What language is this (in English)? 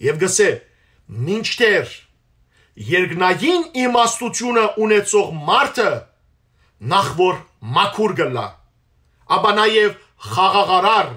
Western Armenian